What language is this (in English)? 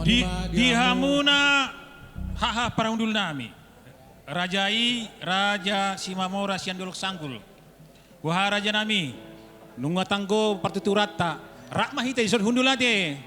Batak Toba